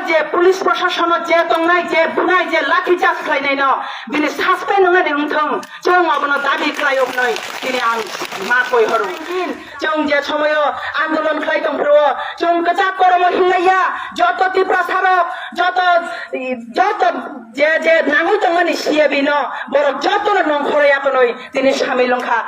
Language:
Kok Borok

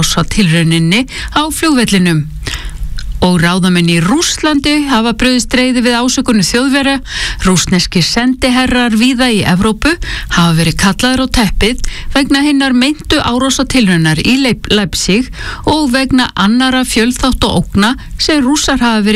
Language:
Icelandic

